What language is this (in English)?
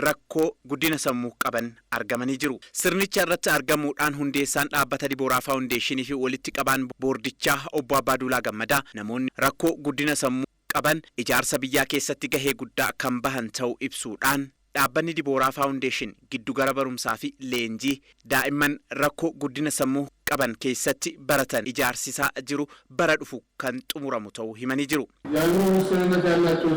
Oromo